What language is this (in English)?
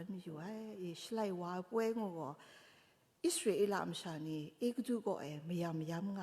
Kachin